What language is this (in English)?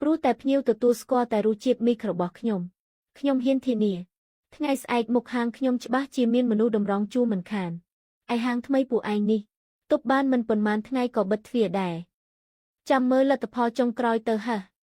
Khmer